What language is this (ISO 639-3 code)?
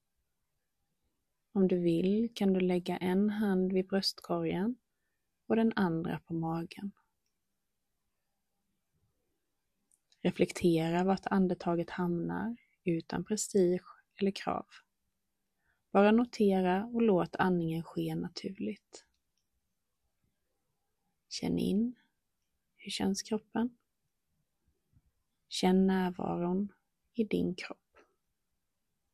swe